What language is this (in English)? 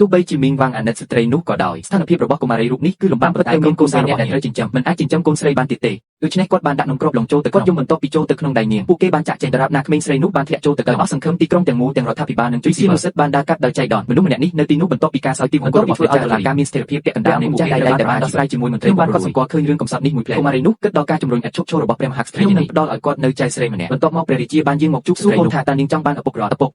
Khmer